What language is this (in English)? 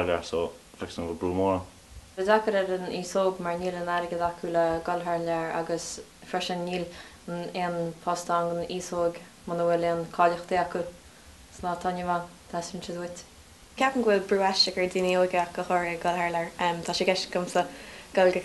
Irish